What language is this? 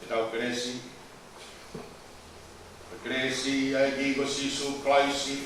Tongan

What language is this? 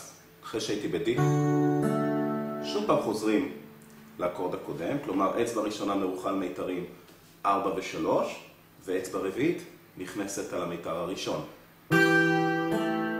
Hebrew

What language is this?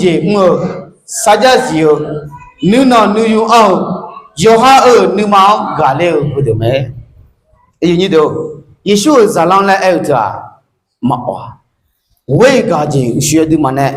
Akha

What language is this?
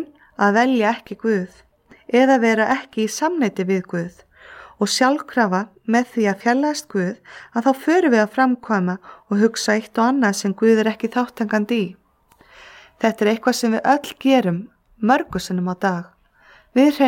Icelandic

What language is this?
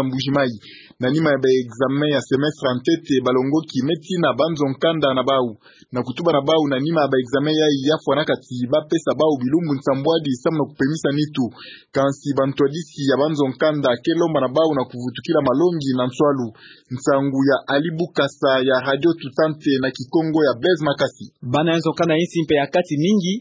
Kituba (Democratic Republic of Congo)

